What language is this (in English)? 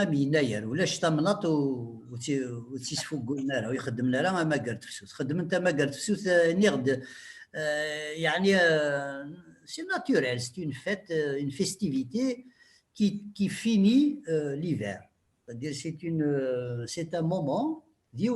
Kabyle